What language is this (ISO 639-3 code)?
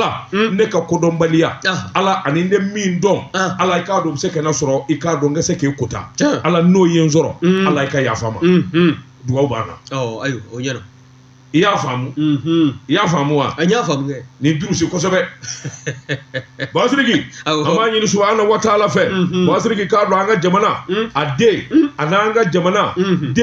bam